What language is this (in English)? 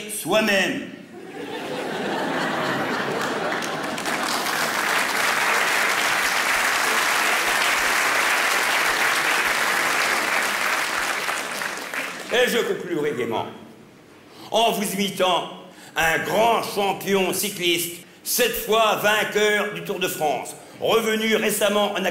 French